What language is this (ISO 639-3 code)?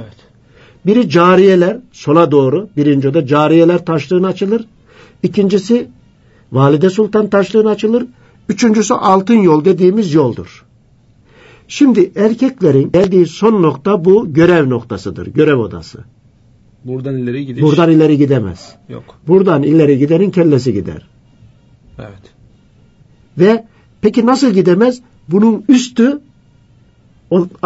tur